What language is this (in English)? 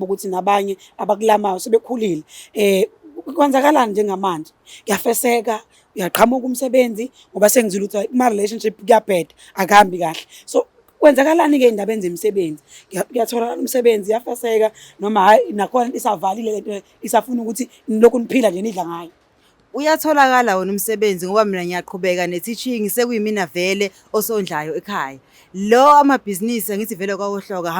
Zulu